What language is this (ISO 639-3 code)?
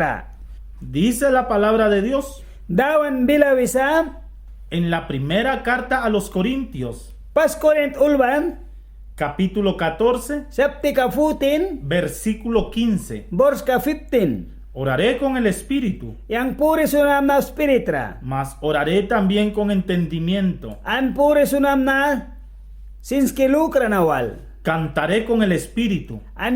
miq